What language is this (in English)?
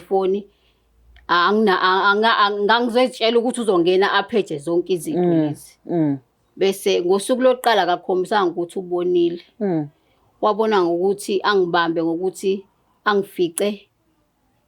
Zulu